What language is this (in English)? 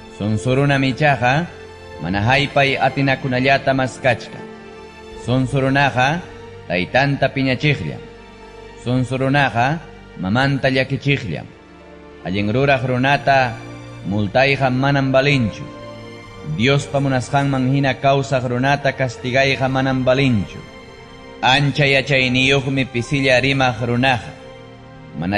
Ayacucho Quechua